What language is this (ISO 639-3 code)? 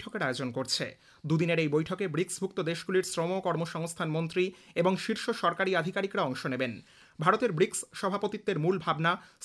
ben